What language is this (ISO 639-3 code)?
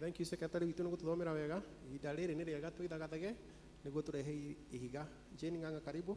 kik